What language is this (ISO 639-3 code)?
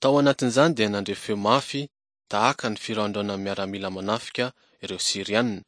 mlg